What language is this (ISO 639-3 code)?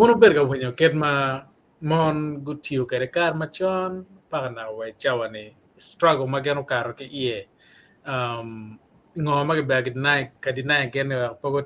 ach